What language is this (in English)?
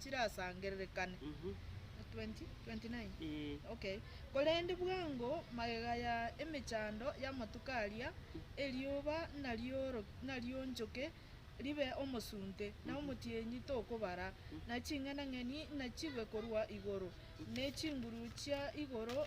Gusii